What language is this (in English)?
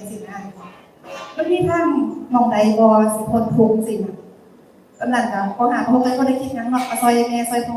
Northeastern Thai